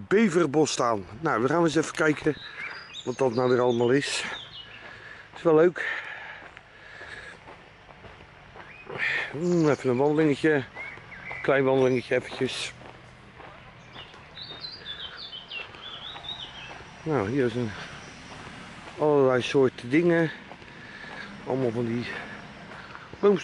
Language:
Dutch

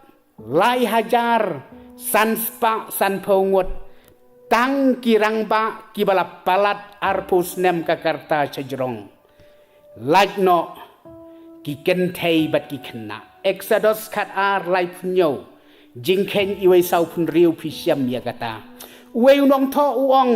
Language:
Khasi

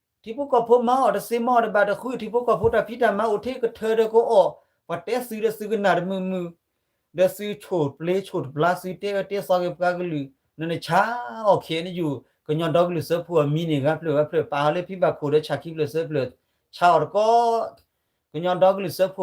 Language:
S'gaw Karen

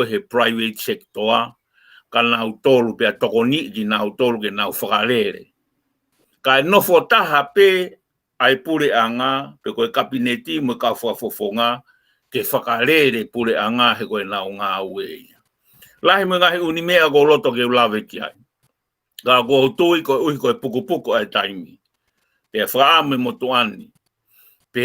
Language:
Tongan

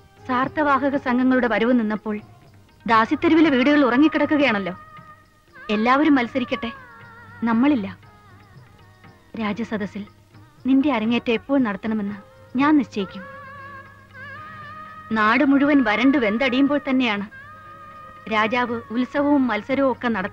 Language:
Malayalam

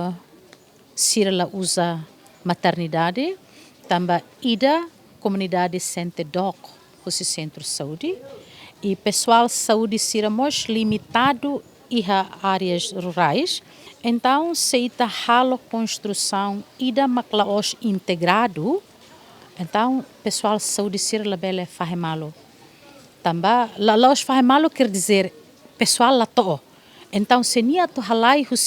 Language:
Tetum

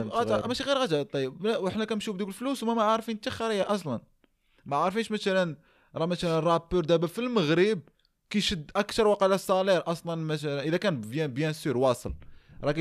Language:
Moroccan Arabic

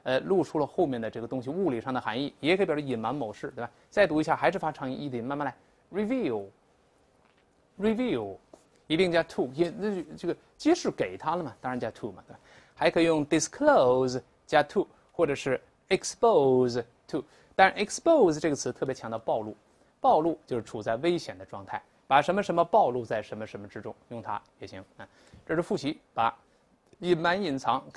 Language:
Chinese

